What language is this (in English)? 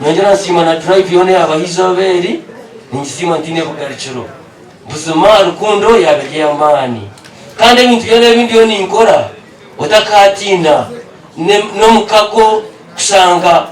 Nyankole